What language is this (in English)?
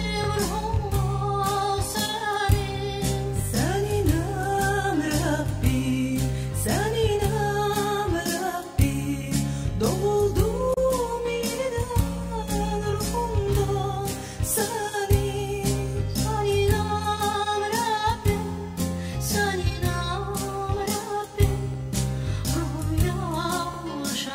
South Azerbaijani